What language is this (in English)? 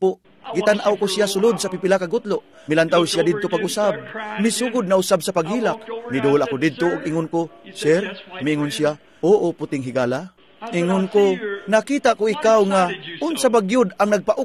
Cebuano